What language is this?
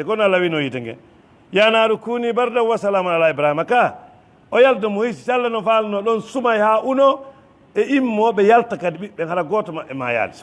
Fula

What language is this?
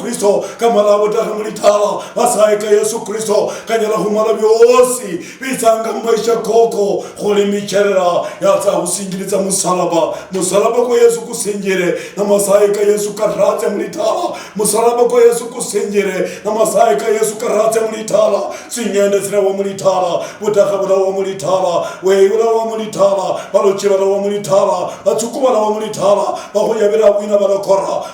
Luyia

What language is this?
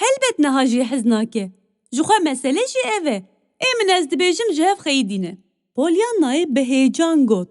Kurdish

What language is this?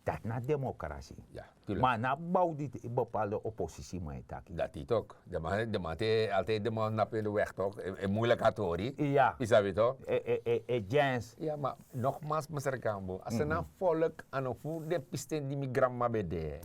Sranan Tongo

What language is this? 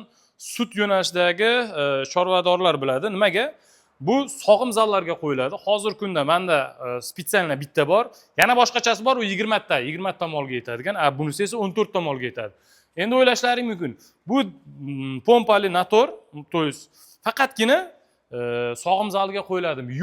Uzbek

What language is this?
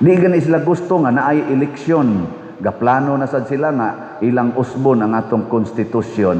Cebuano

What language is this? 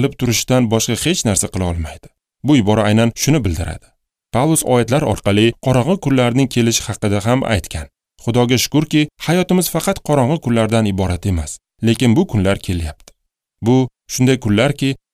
Uzbek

